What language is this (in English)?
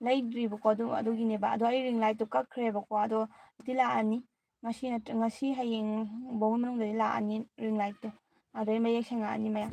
Manipuri